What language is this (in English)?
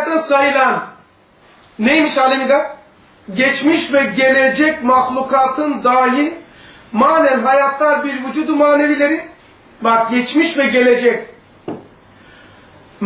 Turkish